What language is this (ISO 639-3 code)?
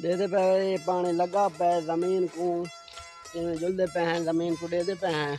skr